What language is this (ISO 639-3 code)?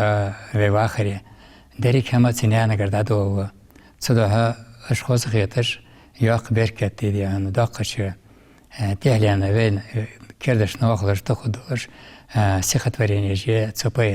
inh